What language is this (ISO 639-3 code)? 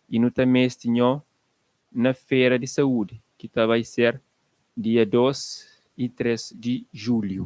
kea